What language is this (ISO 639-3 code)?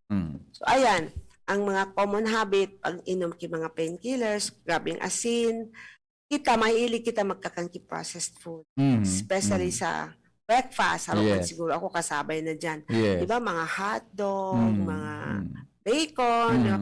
bik